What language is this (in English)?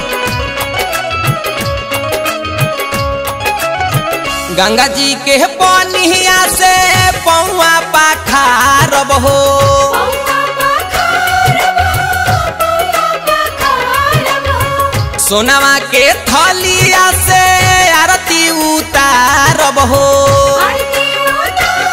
Bhojpuri